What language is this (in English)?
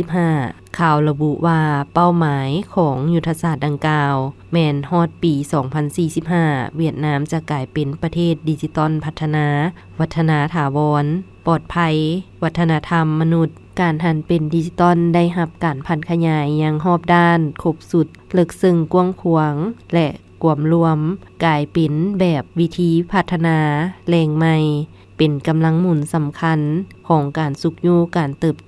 Lao